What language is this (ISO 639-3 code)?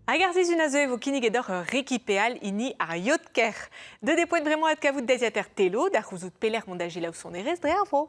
bre